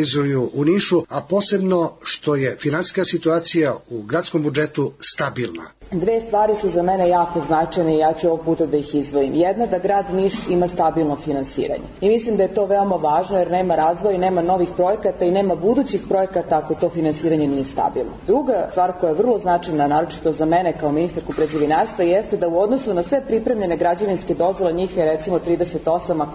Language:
Serbian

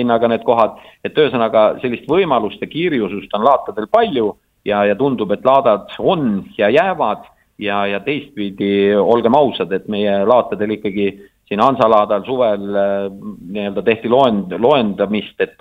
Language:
Estonian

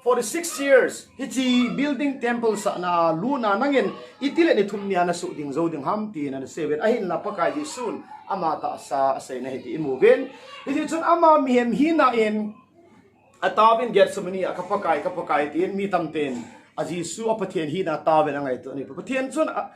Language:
Thado Chin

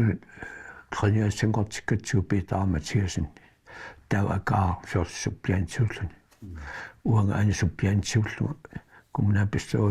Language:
Kalaallisut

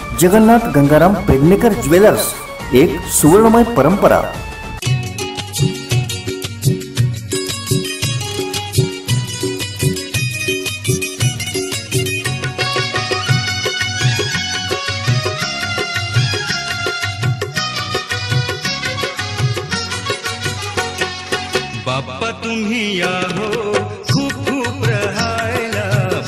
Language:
Marathi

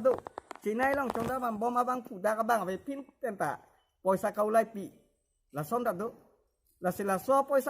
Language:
Karbi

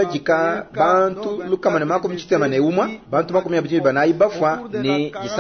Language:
Luba-Lulua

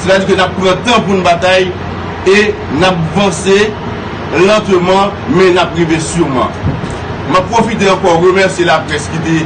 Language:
Haitian Creole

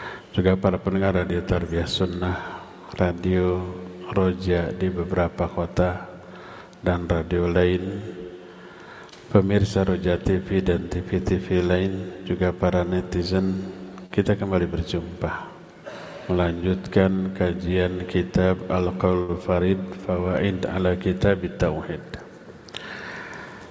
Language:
Indonesian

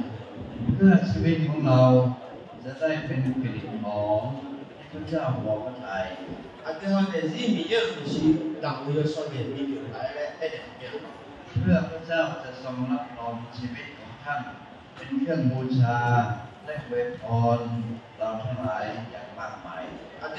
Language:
Akha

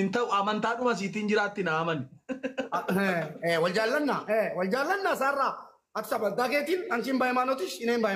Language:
Oromo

